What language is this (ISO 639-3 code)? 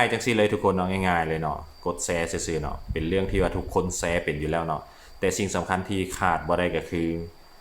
lao